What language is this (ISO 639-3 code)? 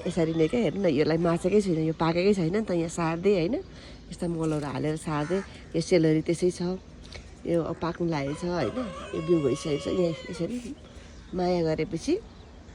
nep